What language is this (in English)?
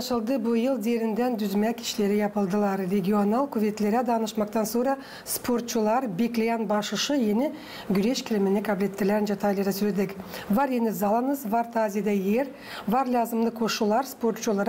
Gagauz